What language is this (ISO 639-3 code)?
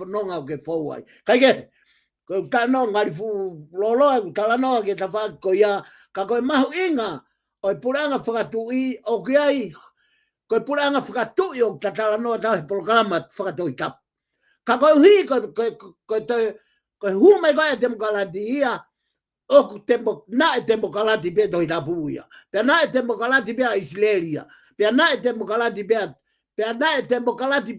ton